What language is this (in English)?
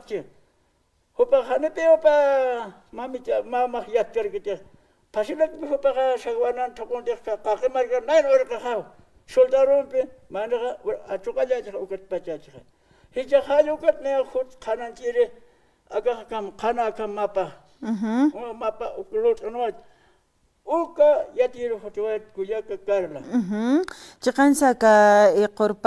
Aymara